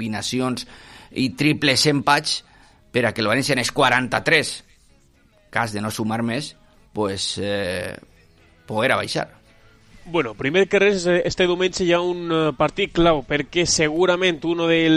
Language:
Catalan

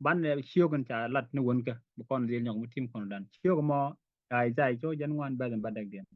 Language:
Nuer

